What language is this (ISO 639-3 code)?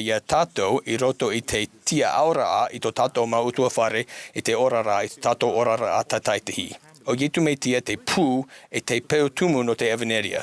tah